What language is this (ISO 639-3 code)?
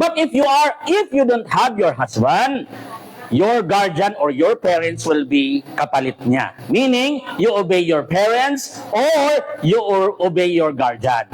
mrw